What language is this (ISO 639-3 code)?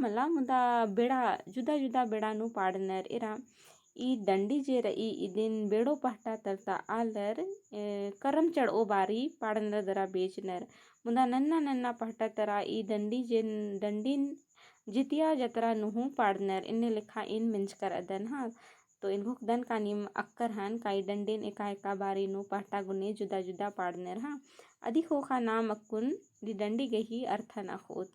kru